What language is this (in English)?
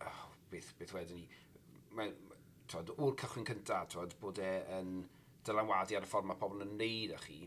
Welsh